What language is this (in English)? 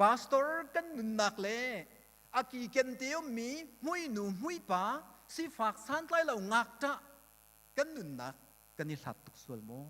Hakha Chin